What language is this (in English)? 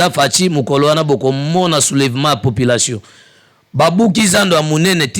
Lingala